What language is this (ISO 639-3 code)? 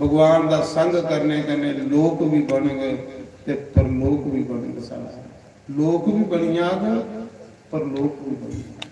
doi